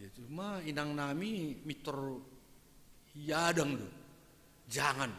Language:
Batak Simalungun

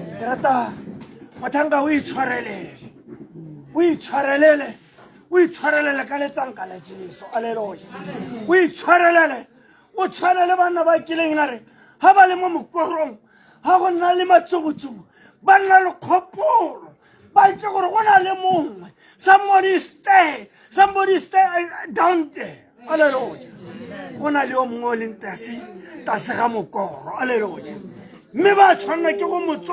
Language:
Tswana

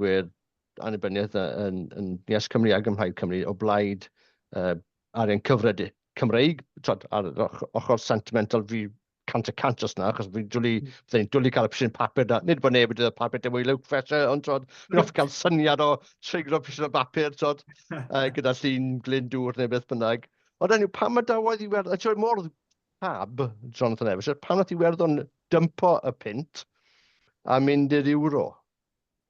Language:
Welsh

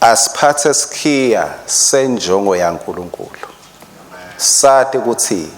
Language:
Swati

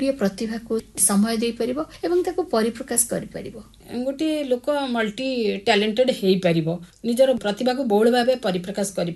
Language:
Odia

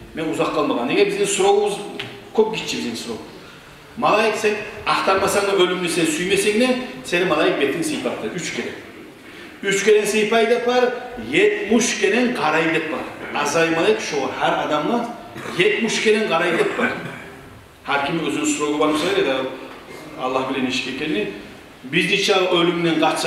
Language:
Kumyk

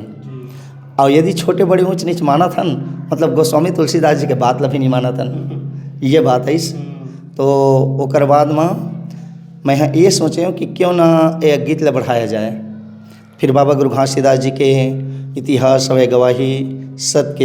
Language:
Chhattisgarhi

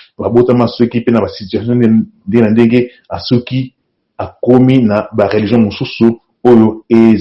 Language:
Lingala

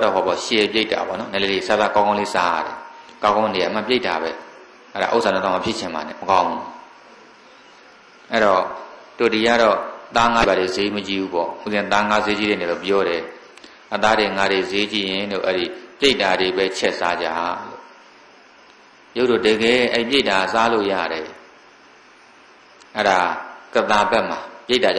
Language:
Burmese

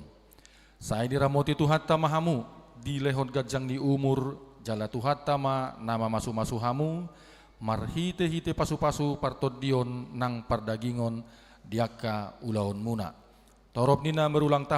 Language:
Batak Toba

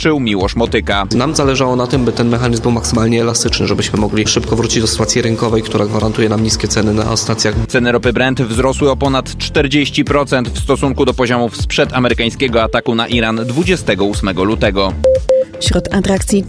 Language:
Polish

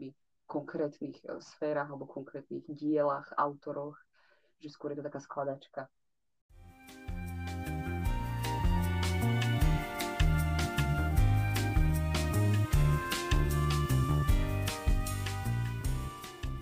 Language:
Slovak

